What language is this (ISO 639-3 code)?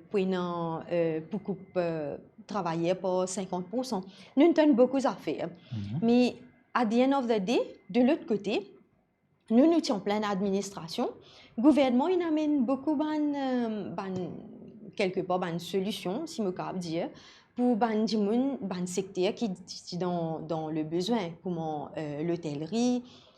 mfe